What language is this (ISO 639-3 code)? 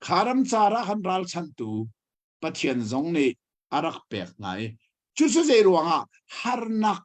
cnh